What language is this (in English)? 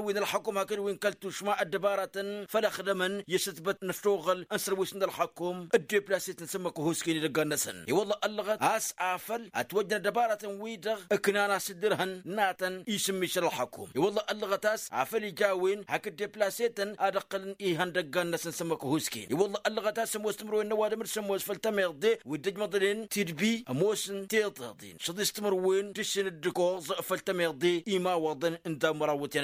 Tamasheq